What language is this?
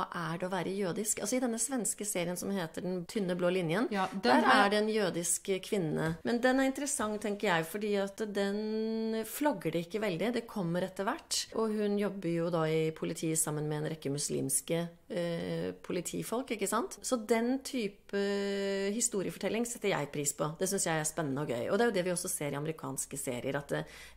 Norwegian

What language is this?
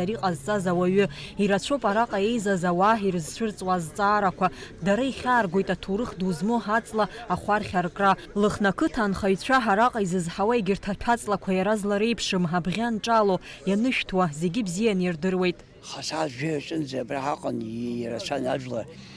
Abkhazian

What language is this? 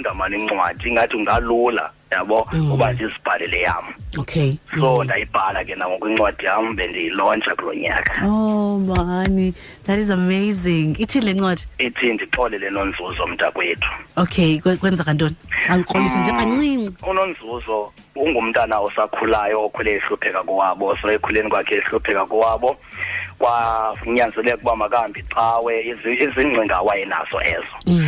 Xhosa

